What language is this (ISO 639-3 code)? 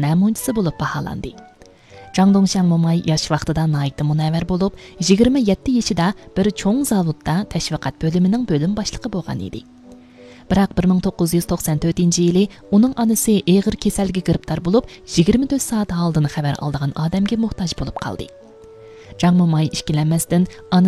uig